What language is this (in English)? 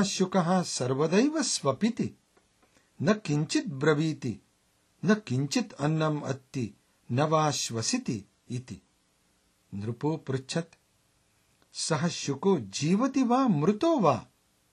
Sanskrit